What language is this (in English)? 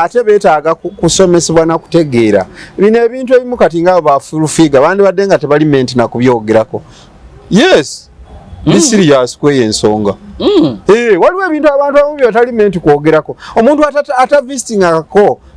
Ganda